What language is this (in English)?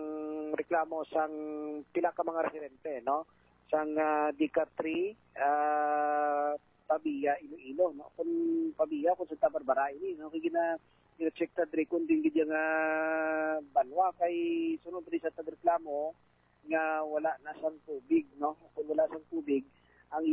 Hiligaynon